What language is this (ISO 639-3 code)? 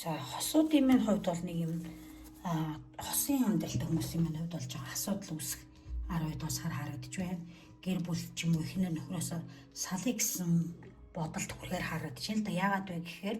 mon